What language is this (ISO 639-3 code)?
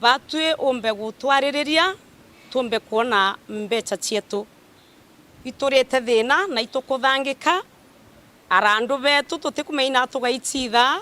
mer